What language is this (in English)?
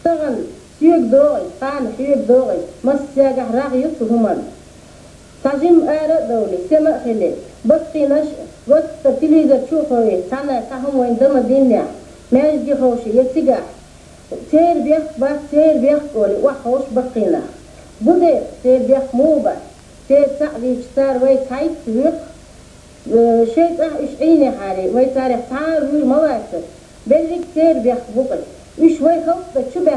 Chechen